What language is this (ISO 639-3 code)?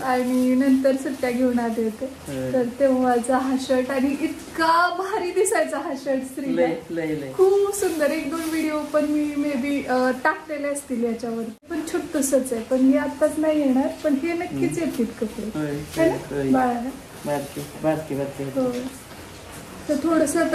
mar